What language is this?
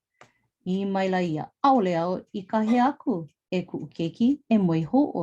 Hawaiian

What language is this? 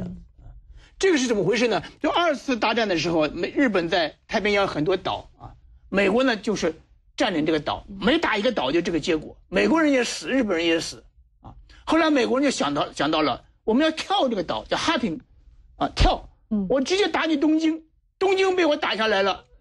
Chinese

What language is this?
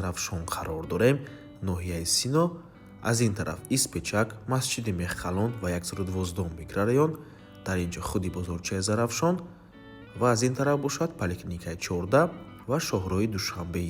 Tajik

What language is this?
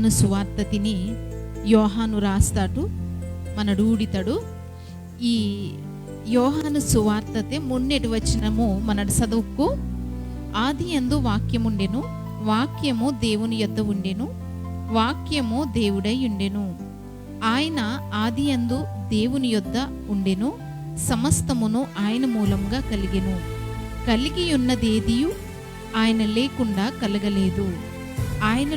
Koya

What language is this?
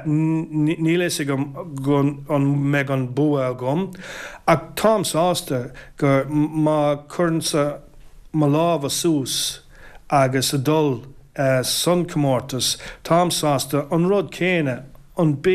Irish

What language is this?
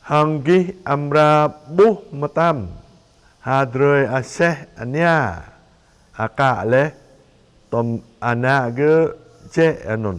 Jarai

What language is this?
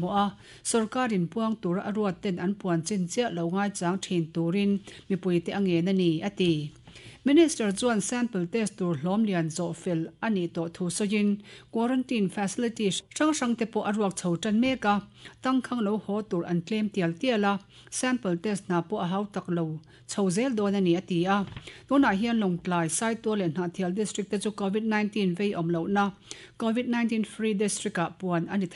Mizo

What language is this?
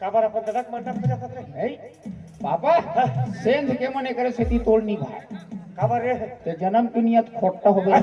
Chhattisgarhi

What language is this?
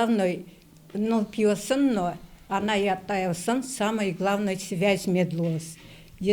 Udmurt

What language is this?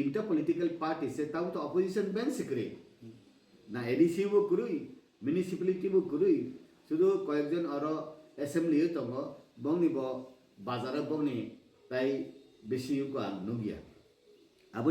Kok Borok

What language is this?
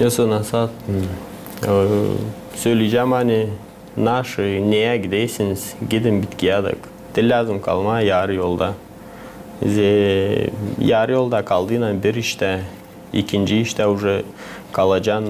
Gagauz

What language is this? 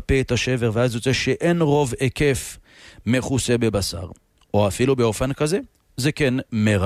Hebrew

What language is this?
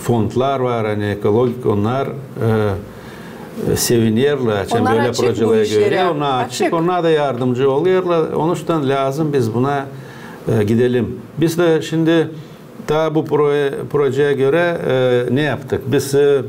Gagauz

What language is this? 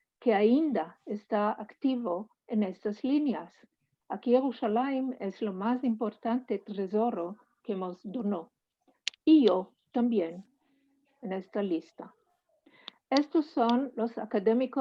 Ladino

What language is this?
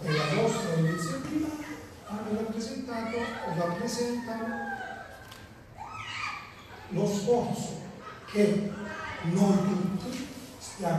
Italian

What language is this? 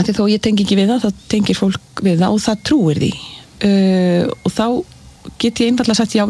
Icelandic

